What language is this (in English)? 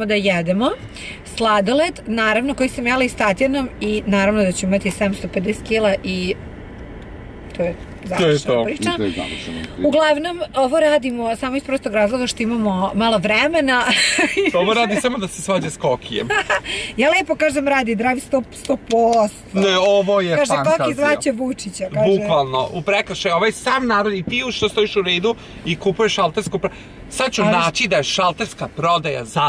Serbian